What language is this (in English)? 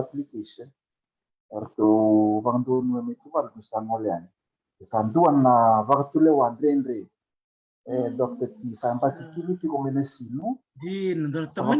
Fijian